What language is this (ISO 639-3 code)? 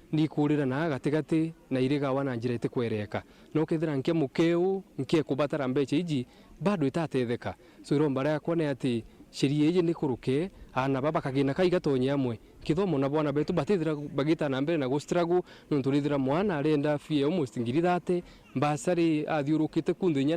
mer